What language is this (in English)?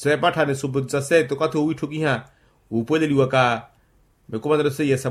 Makhuwa